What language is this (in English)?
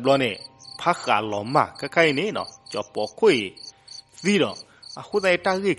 S'gaw Karen